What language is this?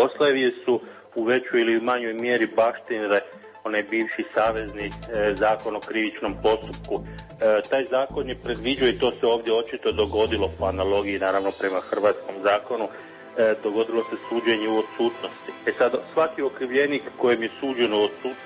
Croatian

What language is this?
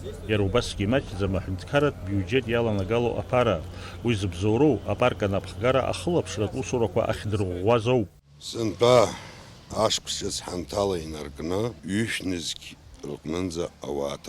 Abkhazian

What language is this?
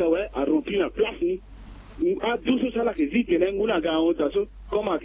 Sango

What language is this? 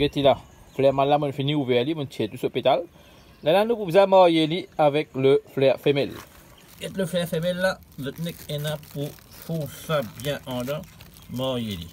Morisyen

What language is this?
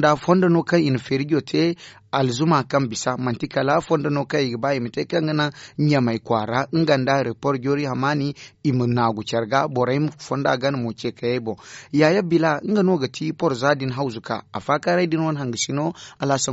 Zarma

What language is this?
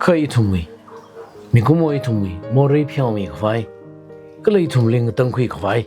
Tangkhul Naga (India)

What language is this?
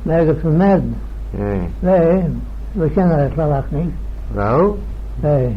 Manx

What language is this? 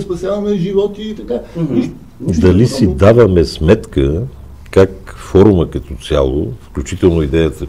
Bulgarian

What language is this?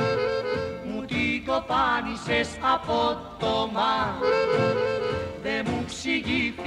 Greek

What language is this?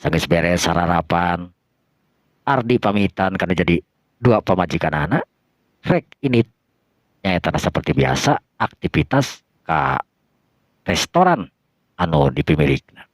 Sundanese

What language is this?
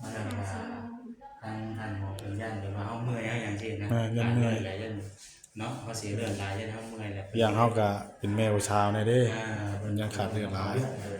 Northeastern Thai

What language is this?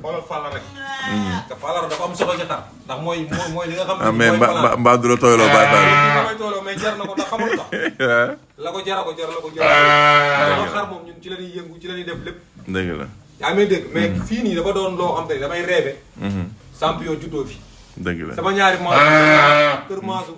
Wolof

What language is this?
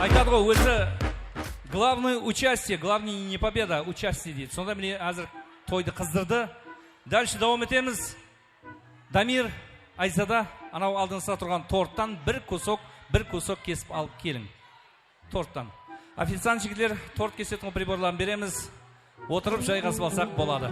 Kara-Kalpak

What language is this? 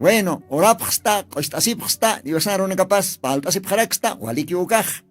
Aymara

